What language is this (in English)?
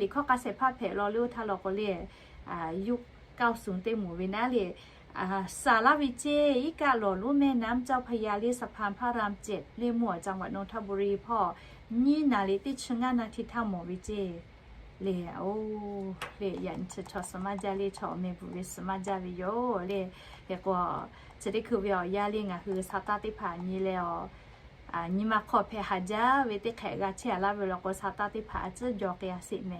Lahu